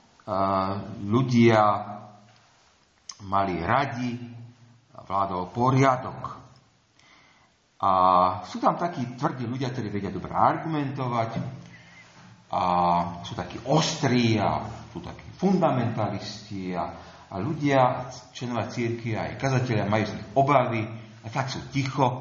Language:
Slovak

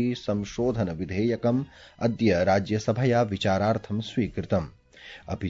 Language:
Sanskrit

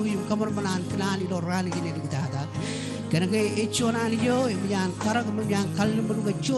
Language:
Marshallese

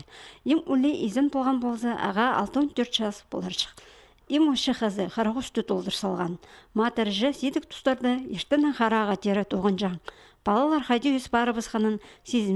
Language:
Khakas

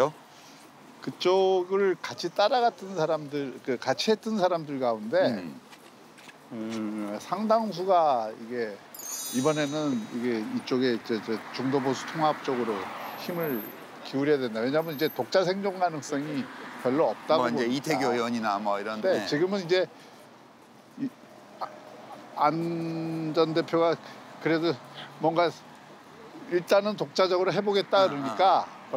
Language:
Korean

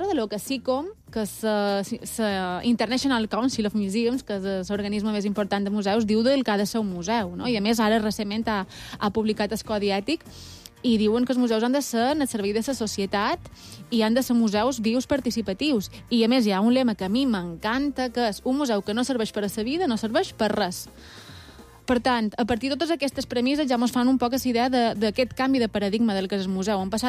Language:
Catalan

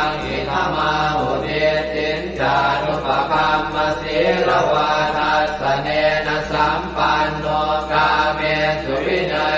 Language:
Pali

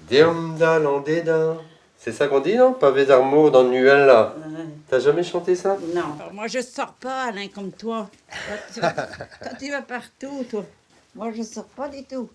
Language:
Breton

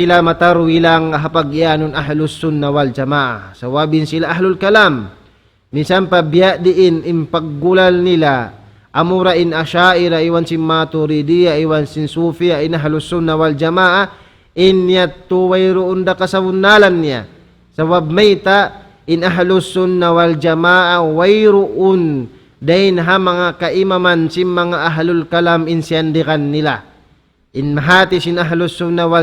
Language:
Tausug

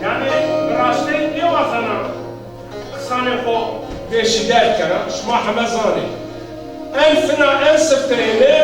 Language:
Zaza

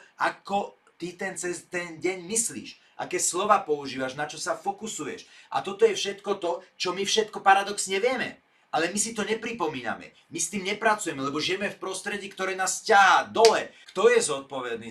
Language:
Slovak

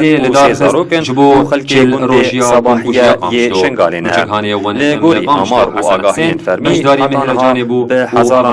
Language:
Kurdish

